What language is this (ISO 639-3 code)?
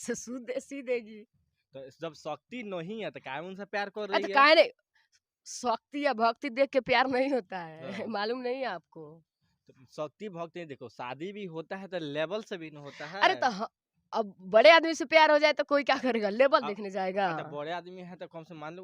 bho